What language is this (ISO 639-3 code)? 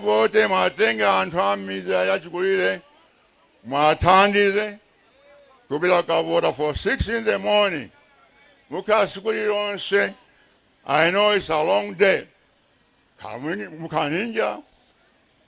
nya